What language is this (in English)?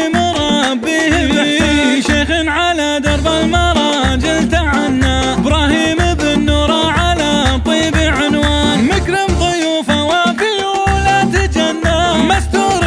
Arabic